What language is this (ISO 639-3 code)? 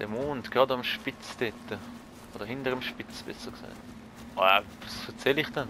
gsw